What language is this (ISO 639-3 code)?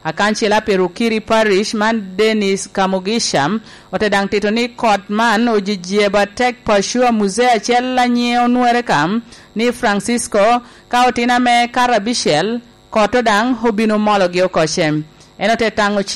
laj